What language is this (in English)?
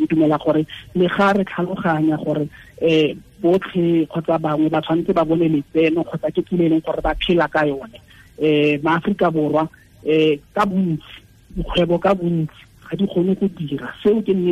Tswana